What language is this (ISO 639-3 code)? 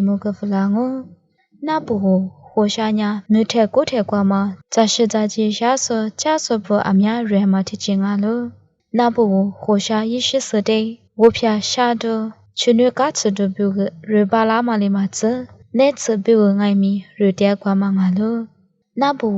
lis